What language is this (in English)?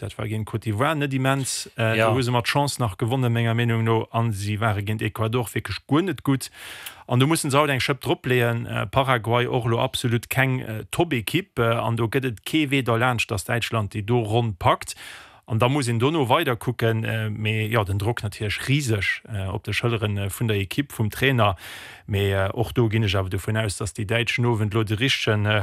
Luxembourgish